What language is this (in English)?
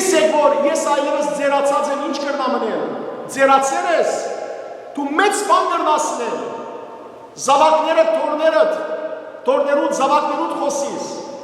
Western Armenian